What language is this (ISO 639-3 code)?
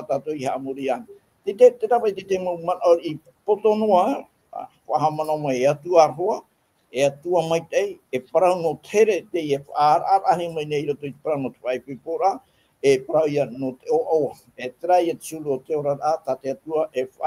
tah